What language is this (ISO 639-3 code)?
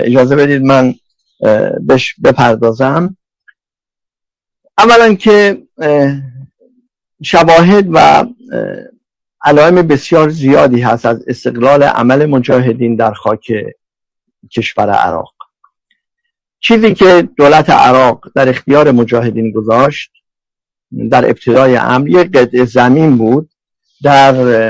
fas